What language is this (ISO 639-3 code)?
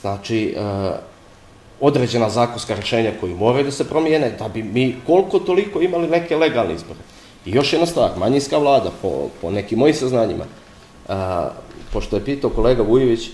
bos